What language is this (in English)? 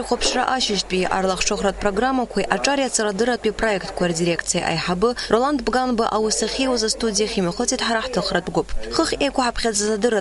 Abkhazian